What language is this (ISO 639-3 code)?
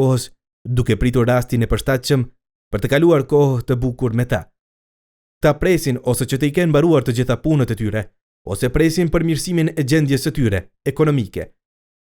sqi